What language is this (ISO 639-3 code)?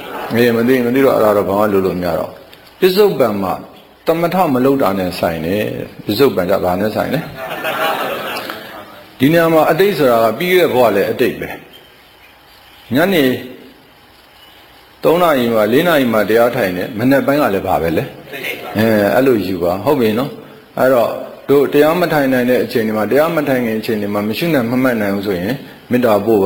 mya